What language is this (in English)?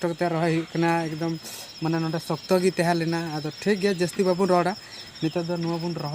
Santali